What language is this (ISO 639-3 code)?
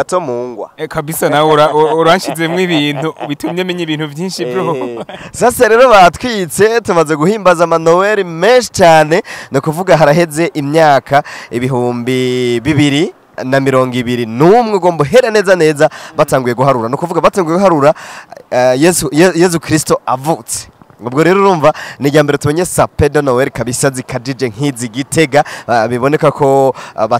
run